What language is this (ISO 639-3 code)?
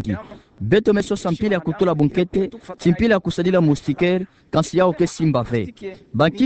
ktu